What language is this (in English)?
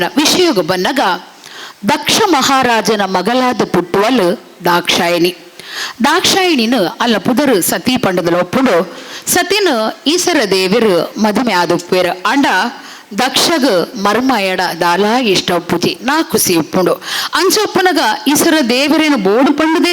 Tulu